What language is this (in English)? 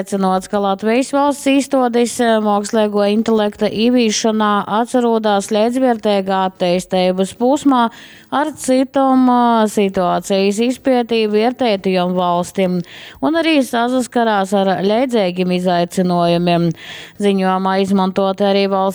Latgalian